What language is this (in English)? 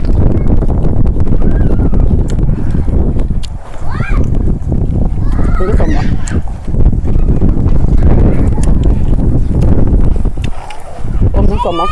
Thai